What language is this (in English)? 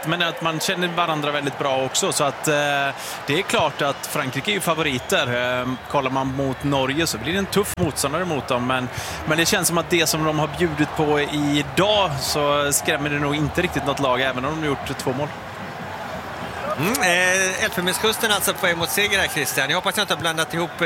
Swedish